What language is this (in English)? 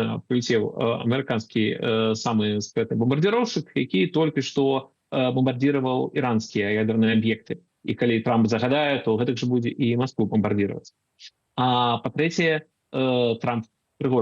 Belarusian